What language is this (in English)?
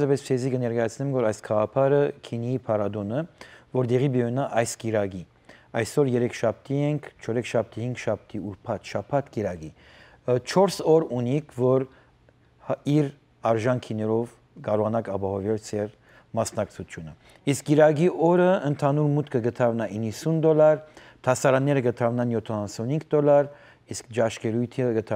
Western Armenian